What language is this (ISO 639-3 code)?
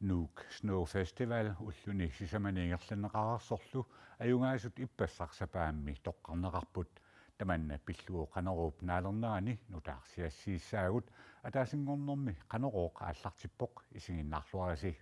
kal